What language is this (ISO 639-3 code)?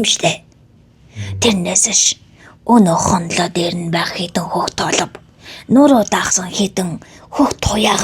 mon